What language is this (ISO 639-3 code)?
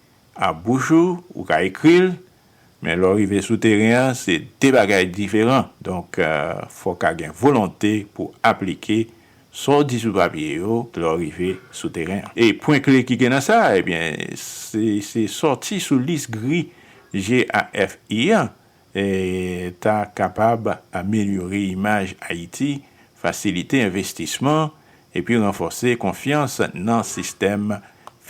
hat